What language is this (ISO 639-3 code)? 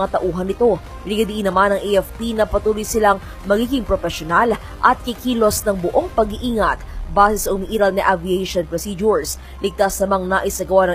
fil